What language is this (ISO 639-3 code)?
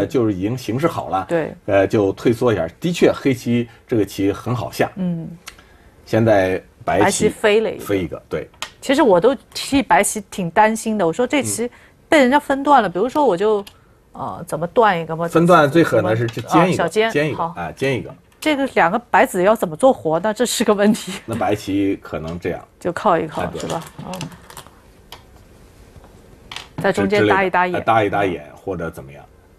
zho